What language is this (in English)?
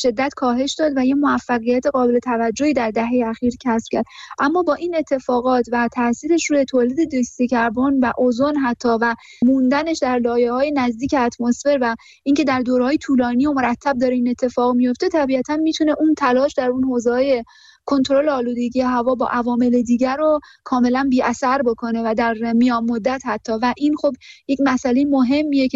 Persian